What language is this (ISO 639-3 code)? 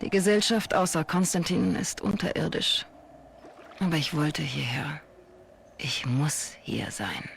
gsw